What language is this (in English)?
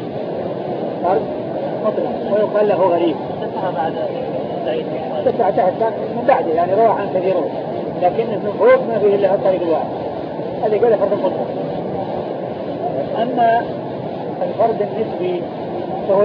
Arabic